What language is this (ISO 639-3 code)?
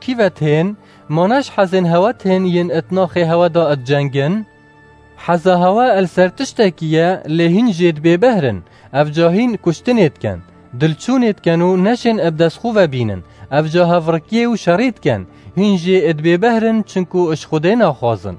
kur